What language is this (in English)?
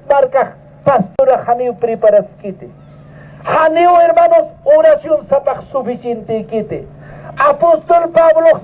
Aymara